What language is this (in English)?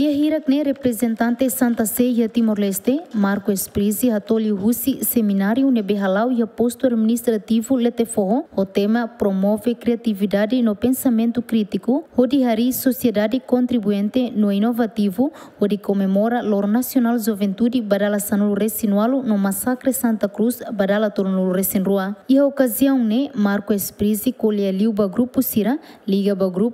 Tetum